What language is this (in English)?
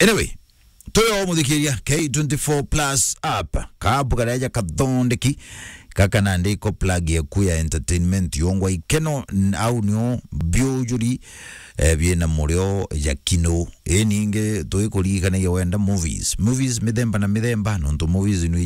Meru